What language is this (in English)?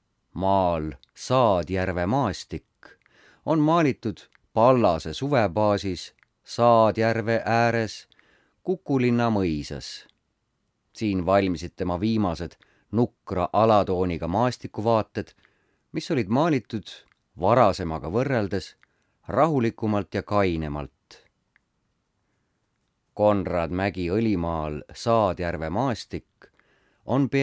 Estonian